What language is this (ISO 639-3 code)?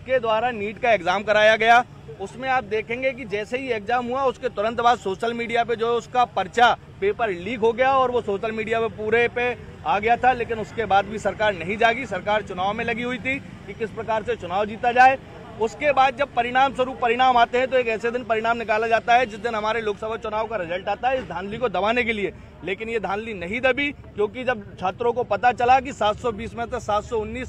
hin